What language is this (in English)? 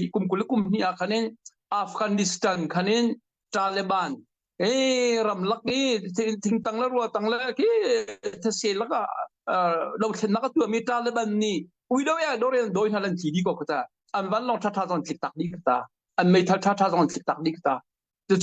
Hakha Chin